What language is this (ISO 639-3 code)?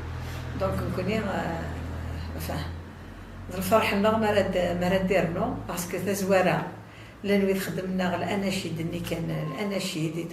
kab